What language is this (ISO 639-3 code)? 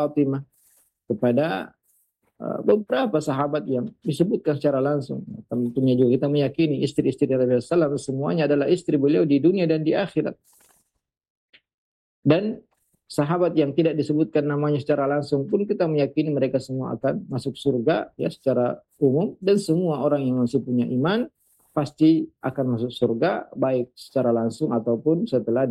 ind